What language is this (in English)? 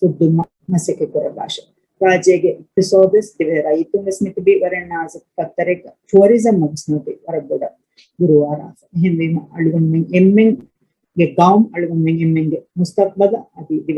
Divehi